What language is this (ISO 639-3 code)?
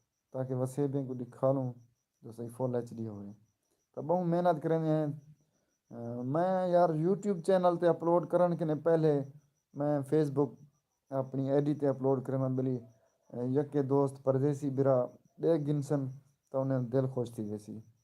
skr